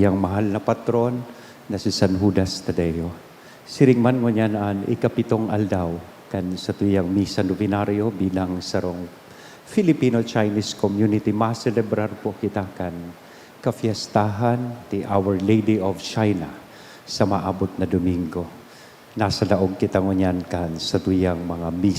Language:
Bikol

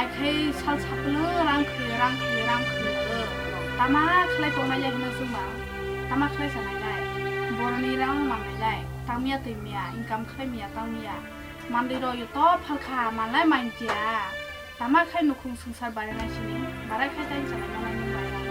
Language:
Kok Borok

